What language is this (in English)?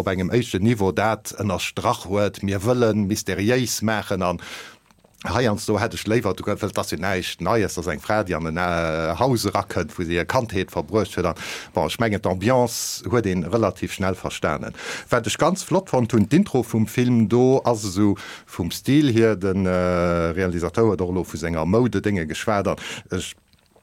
Luxembourgish